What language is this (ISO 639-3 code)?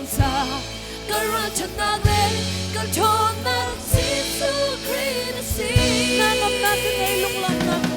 cnh